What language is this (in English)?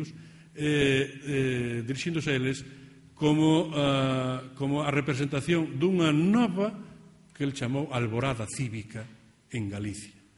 Galician